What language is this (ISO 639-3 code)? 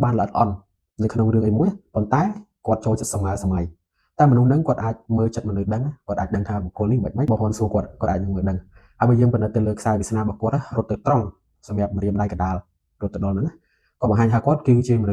khm